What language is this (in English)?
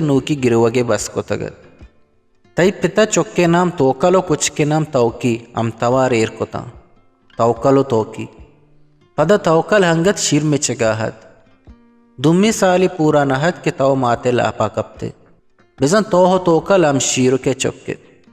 Eastern Balochi